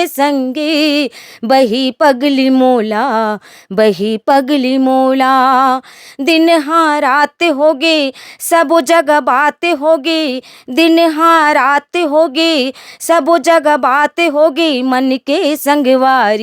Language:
Chhattisgarhi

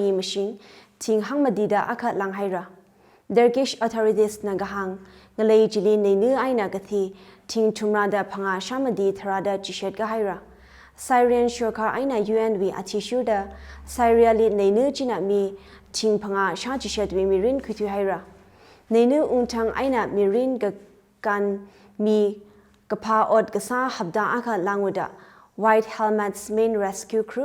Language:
Tangkhul Naga (India)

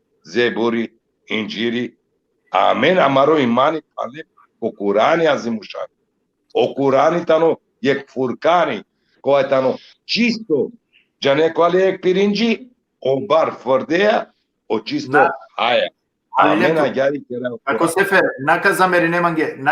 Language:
Balkan Romani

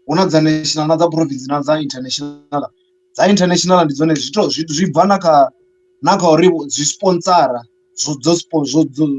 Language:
Venda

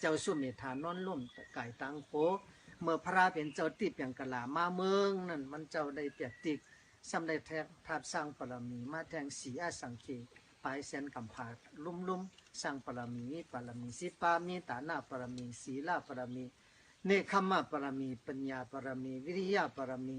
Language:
Shan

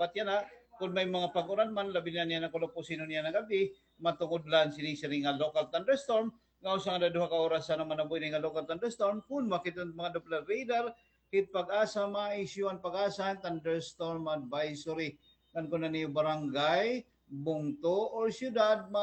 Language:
Waray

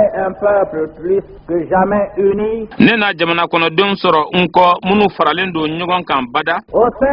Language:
Bambara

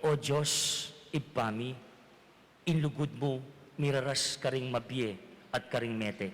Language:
Pampanga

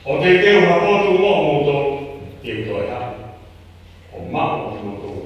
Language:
Tongan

